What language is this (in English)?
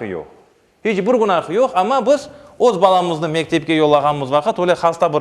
Crimean Tatar